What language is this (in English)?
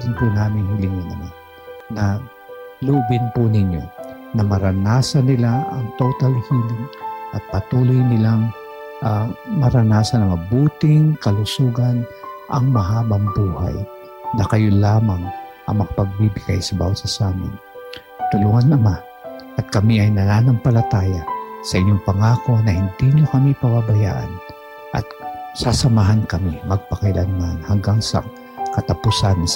Filipino